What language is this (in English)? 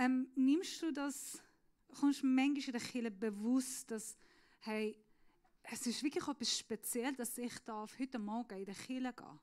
Swiss German